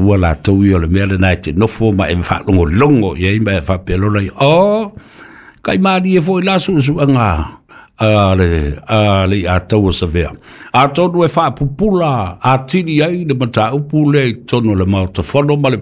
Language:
Samoan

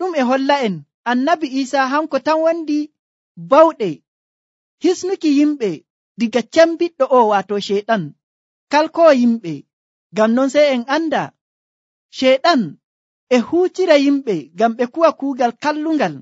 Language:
Nigerian Fulfulde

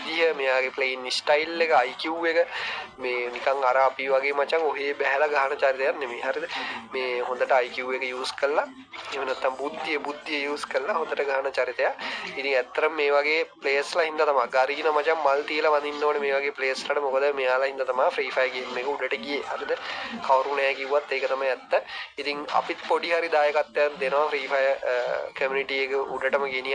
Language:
Sinhala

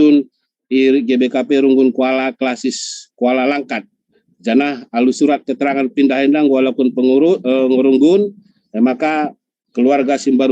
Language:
Batak Karo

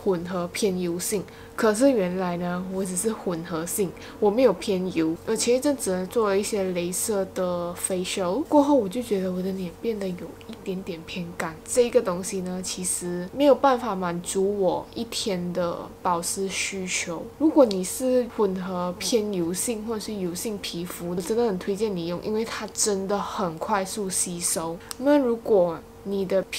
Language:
Chinese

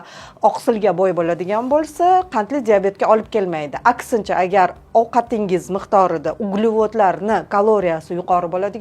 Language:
Uzbek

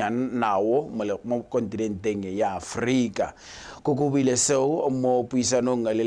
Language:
Tswana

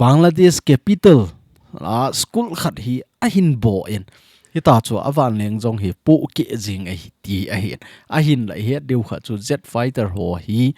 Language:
Thado Chin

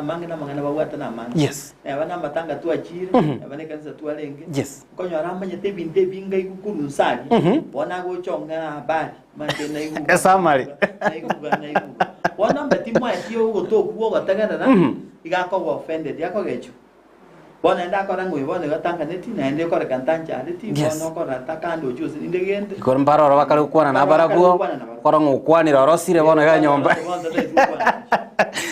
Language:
Gusii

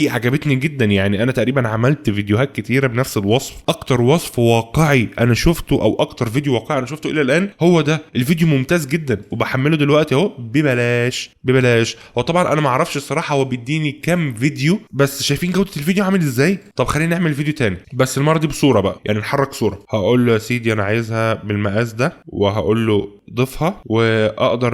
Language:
Egyptian Arabic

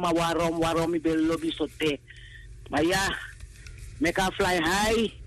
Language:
Sranan Tongo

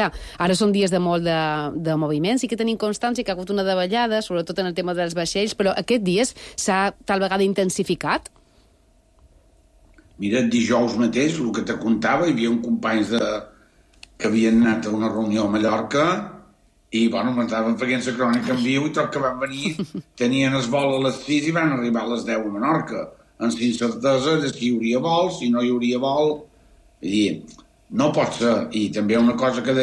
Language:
Catalan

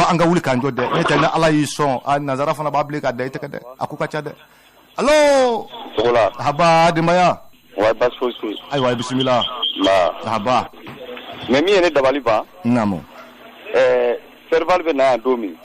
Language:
Bambara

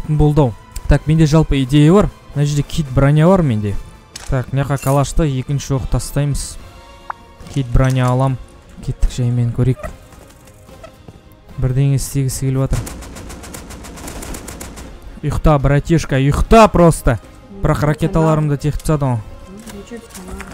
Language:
Kazakh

